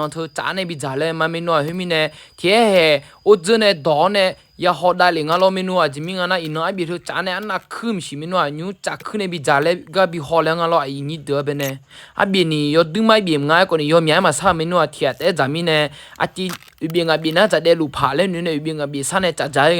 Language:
Akha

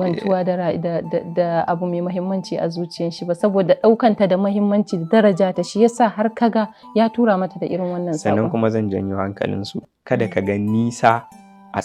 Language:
Hausa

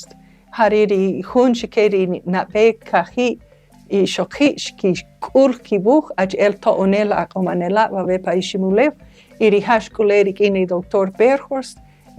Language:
Kaqchikel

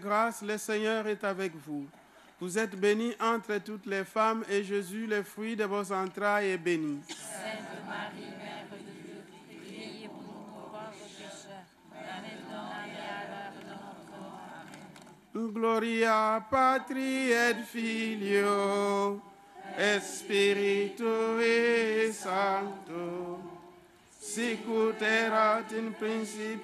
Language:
French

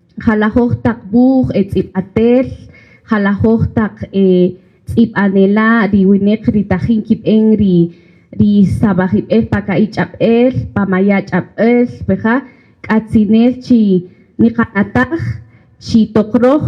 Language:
Kaqchikel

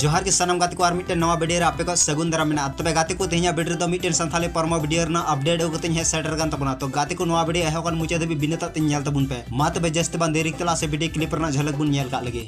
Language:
Santali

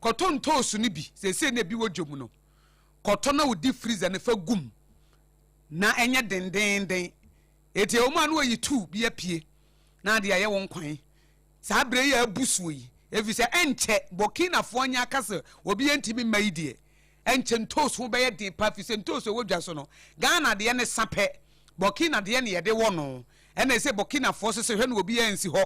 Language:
Akan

